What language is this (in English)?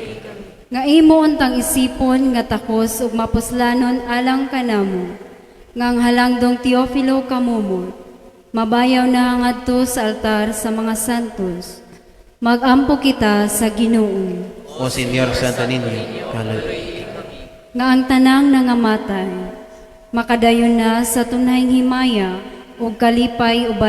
Cebuano